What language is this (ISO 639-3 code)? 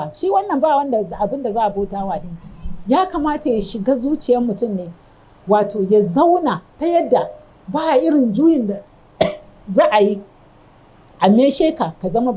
hau